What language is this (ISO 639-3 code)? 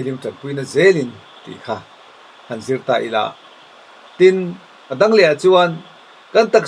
lus